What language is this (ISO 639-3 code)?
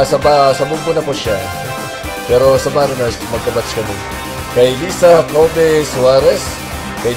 bik